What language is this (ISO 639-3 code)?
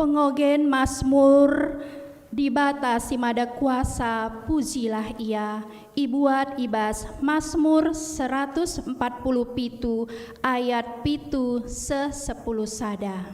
btx